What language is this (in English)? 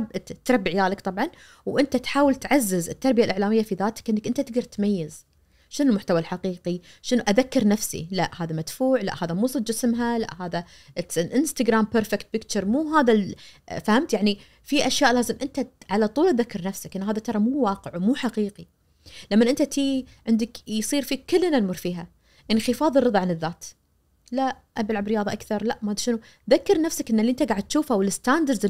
Najdi Arabic